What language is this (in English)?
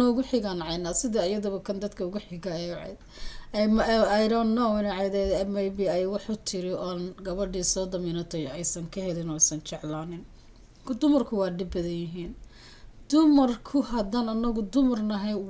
Somali